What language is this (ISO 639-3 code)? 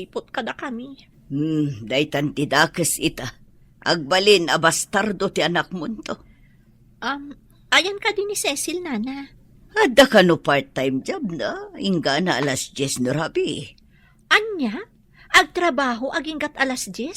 ilo